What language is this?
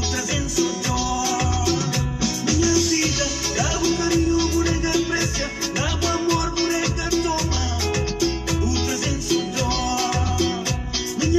Kabuverdianu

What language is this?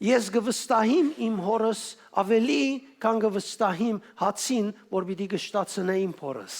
Western Armenian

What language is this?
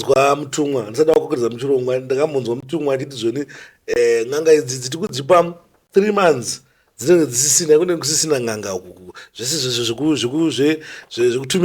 Shona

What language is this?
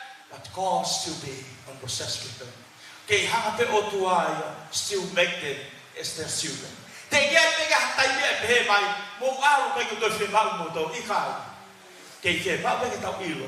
Tongan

